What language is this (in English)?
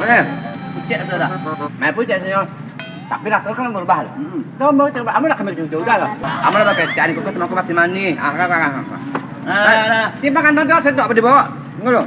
Minangkabau